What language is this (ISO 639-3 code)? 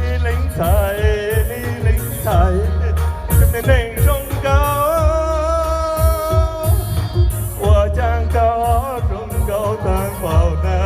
hmn